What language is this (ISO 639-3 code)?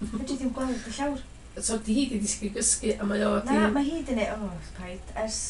cym